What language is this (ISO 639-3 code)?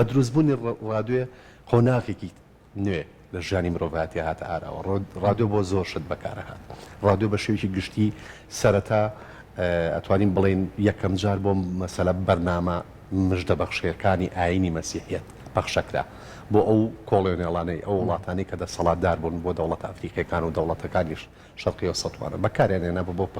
ckb